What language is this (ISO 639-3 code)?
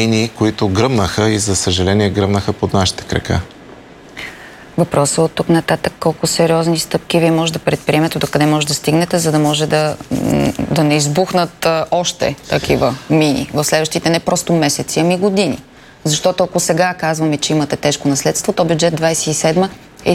bul